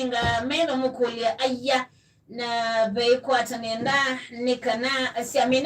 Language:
Kamba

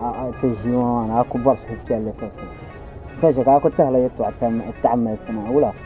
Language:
Dagbani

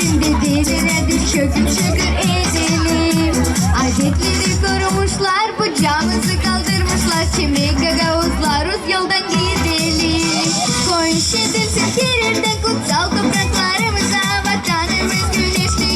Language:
Gagauz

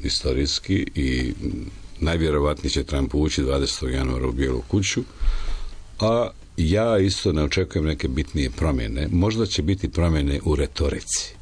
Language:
Serbian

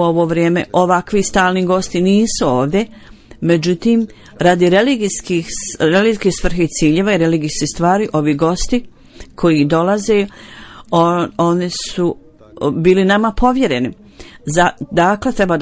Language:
Bosnian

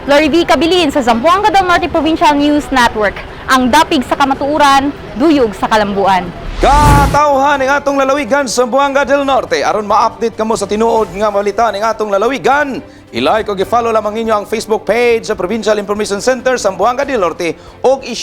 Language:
Cebuano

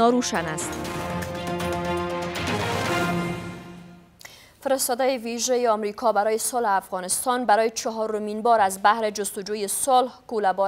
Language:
Persian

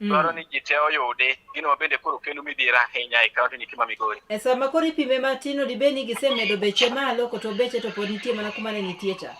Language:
Luo (Kenya and Tanzania)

